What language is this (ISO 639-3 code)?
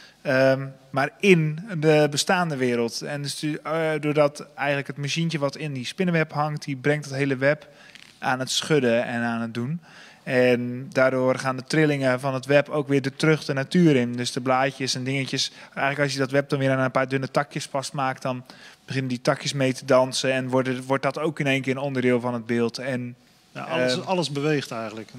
nld